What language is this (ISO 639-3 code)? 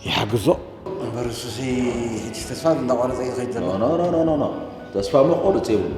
tir